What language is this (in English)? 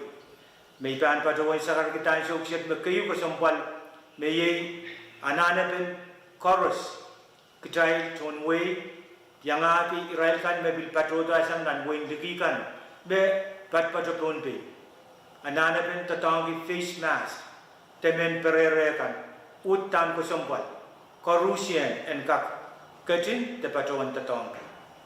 Pohnpeian